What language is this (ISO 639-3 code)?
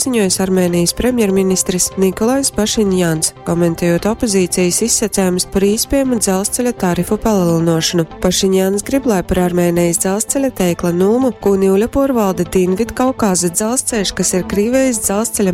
ltg